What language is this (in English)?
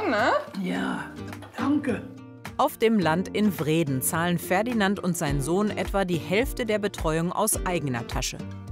German